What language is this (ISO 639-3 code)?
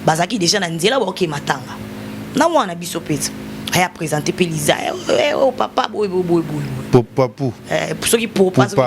lin